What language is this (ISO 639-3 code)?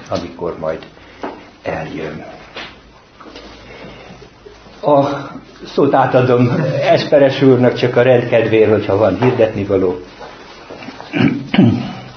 hun